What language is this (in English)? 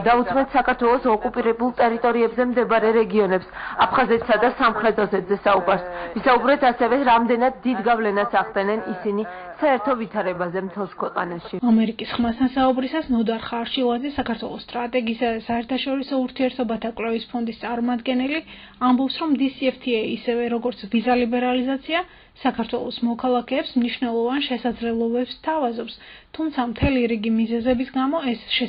Georgian